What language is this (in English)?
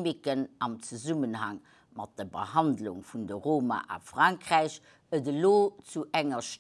Luxembourgish